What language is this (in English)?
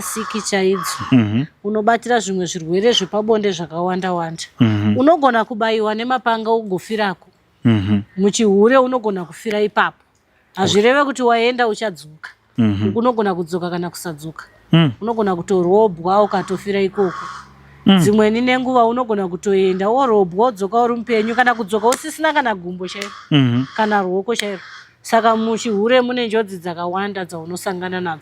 Shona